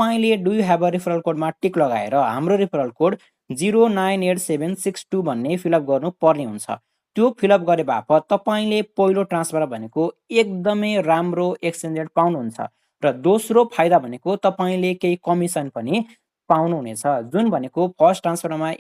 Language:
Nepali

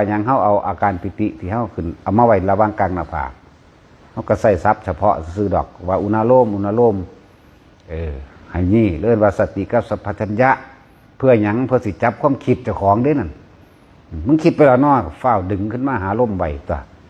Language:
Northeastern Thai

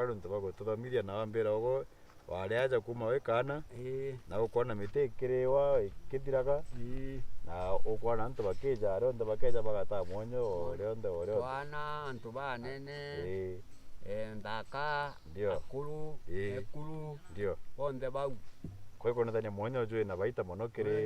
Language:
Meru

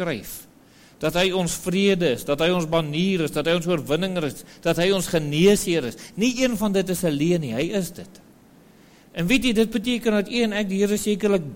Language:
Afrikaans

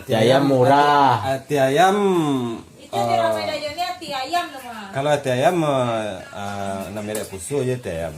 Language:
Minangkabau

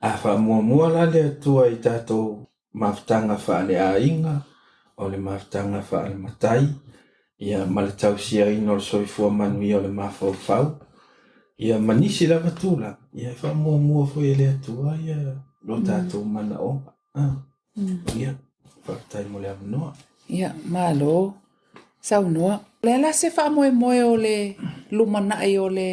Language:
Samoan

